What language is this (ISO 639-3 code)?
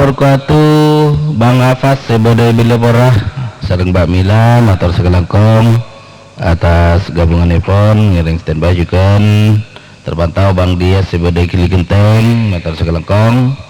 mad